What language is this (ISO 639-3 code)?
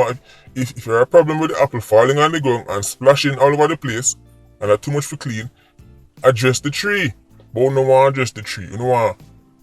jam